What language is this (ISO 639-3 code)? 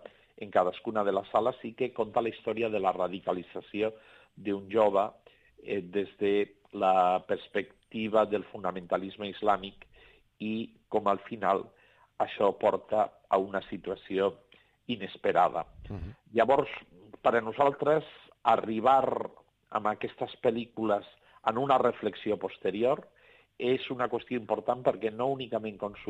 cat